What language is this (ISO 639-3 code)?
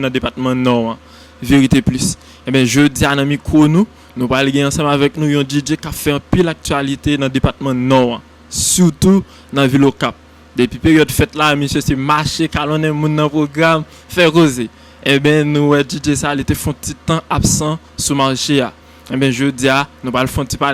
hat